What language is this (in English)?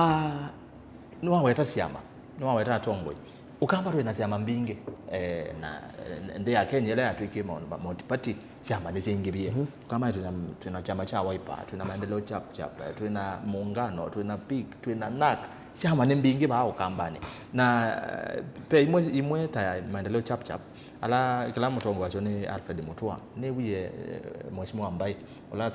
Kamba